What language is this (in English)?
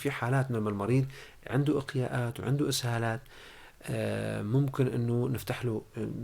North Levantine Arabic